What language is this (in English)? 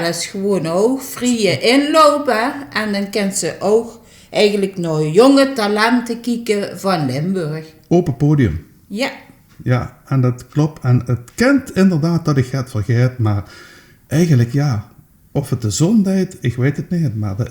Limburgish